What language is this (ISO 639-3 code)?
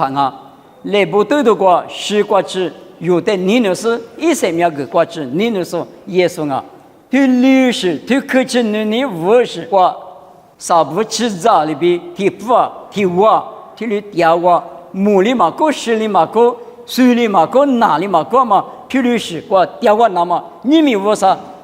lis